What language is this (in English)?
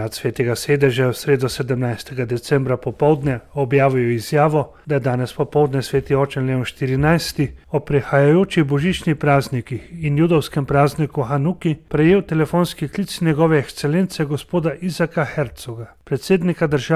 Slovenian